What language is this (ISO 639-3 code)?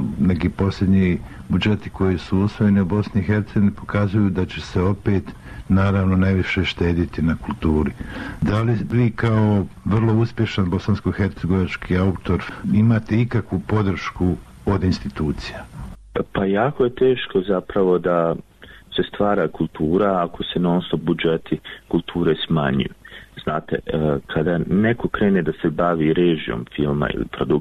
bos